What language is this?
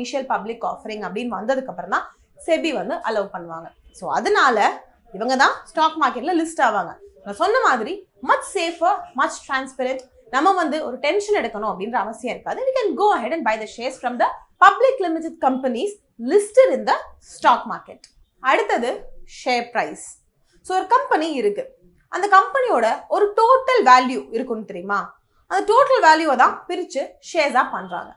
Tamil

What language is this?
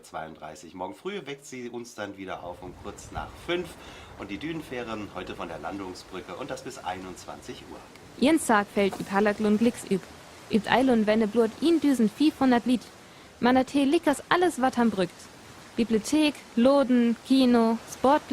Northern Frisian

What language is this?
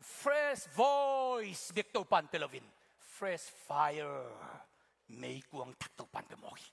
Tedim Chin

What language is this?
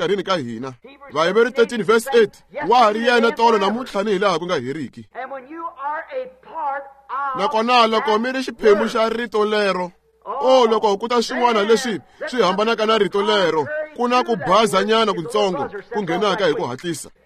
Tsonga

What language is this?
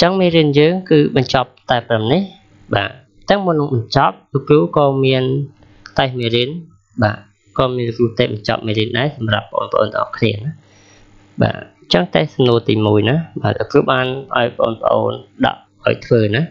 Khmer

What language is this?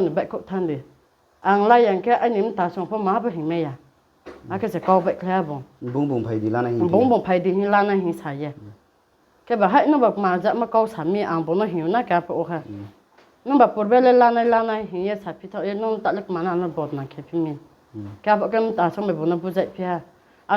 Riang (India)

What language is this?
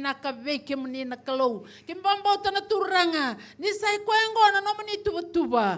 Fijian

